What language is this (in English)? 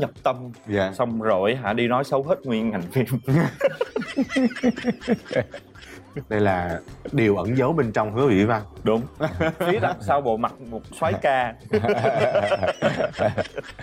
Vietnamese